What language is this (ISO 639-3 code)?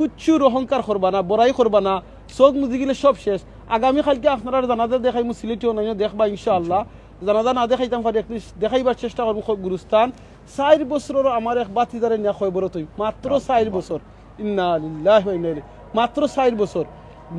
syl